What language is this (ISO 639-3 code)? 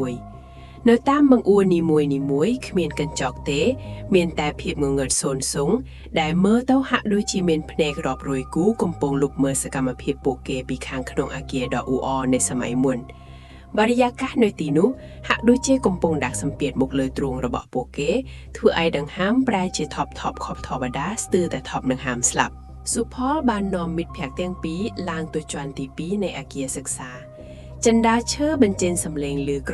khm